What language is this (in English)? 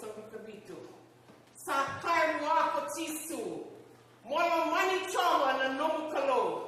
Fijian